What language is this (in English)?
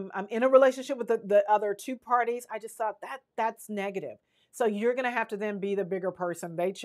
English